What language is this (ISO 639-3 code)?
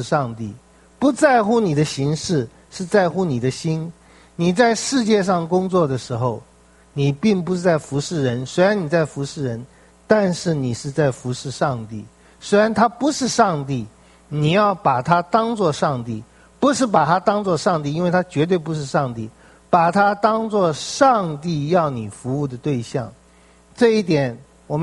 zho